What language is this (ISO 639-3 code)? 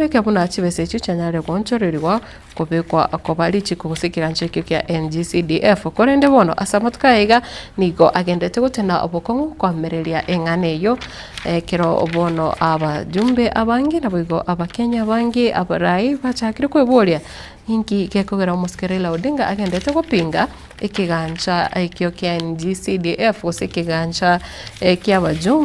guz